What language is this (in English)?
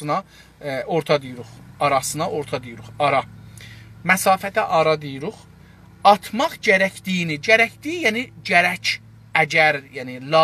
South Azerbaijani